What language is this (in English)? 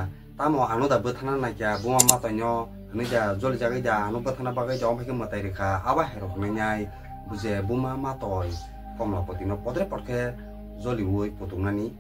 Kok Borok